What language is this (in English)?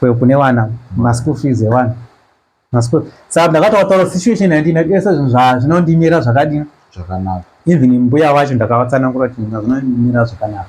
Shona